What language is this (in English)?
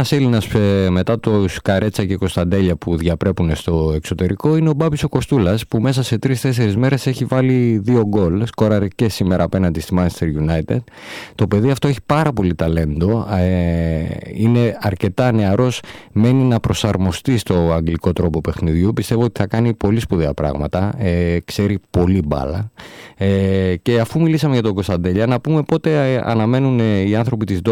Greek